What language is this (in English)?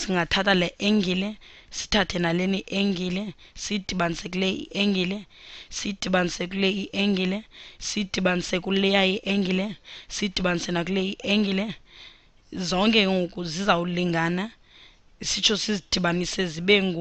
Xhosa